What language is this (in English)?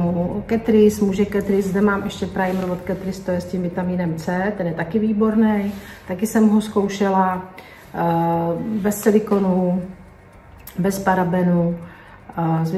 Czech